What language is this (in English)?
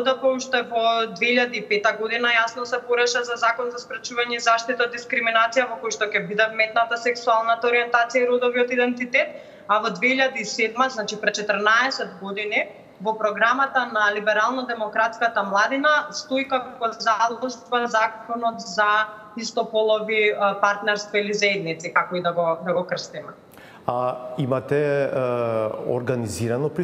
Macedonian